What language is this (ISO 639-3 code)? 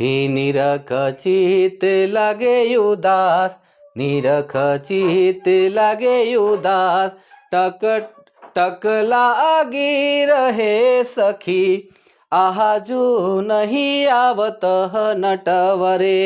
sck